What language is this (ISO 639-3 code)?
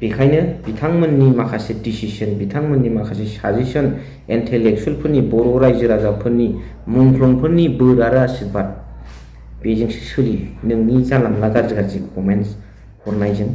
brx